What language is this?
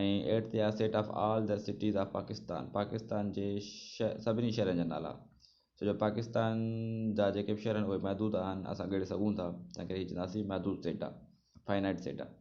Sindhi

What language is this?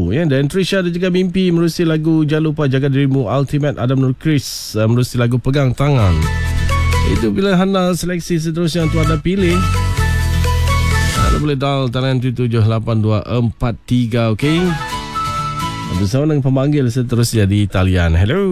Malay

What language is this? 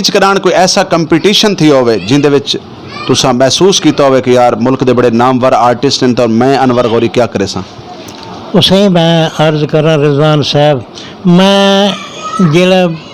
Saraiki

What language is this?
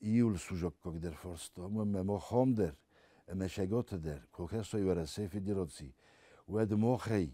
Ossetic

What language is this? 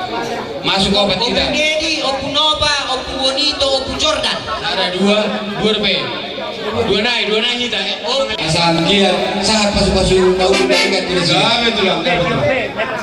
Batak Toba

